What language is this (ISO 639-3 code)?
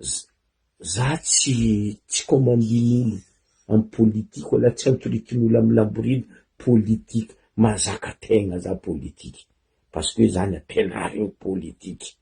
mlg